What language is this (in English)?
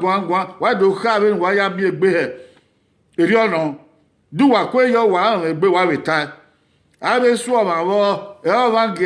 Bini